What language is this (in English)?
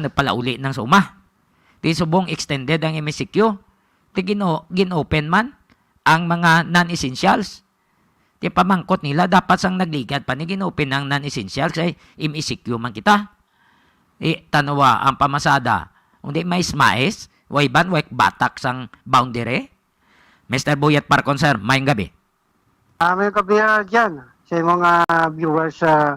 Hiligaynon